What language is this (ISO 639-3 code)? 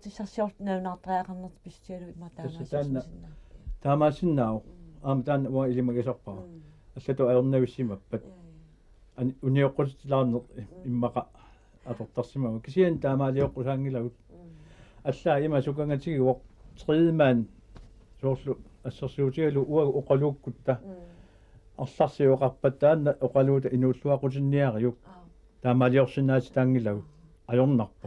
kal